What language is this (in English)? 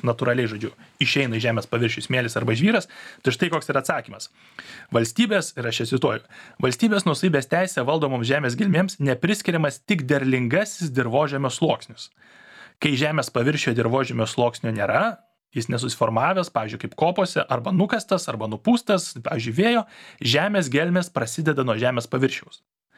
Lithuanian